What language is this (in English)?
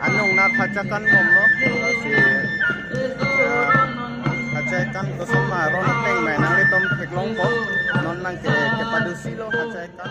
Karbi